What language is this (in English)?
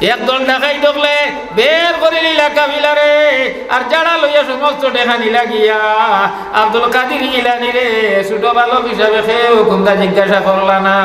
Sylheti